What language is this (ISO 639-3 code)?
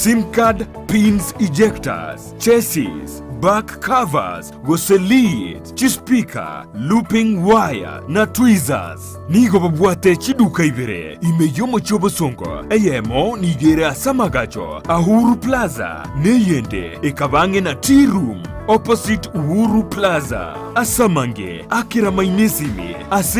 guz